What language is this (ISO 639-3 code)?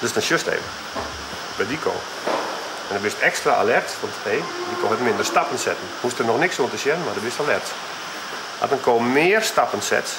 fry